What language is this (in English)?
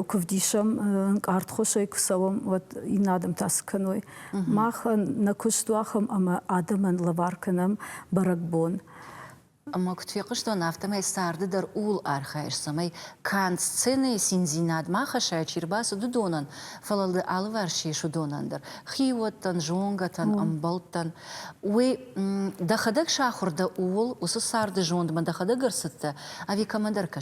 Ossetic